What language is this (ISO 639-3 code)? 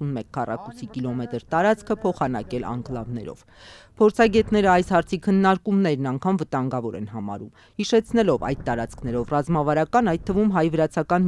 hye